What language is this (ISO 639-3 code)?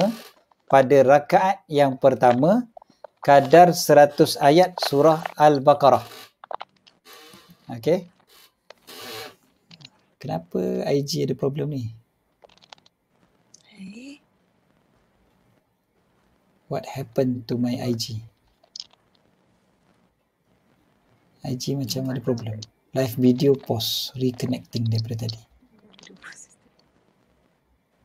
msa